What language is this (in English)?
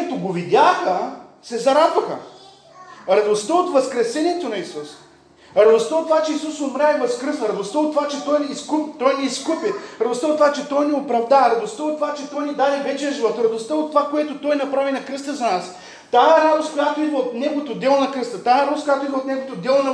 Bulgarian